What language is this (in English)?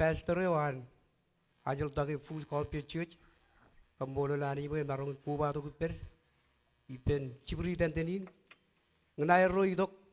Marshallese